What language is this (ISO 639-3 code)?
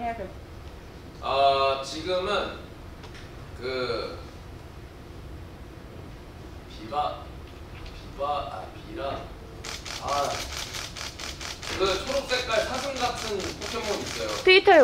kor